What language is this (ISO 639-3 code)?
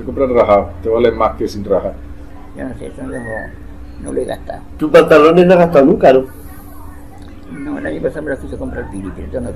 spa